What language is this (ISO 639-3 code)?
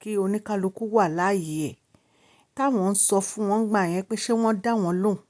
yor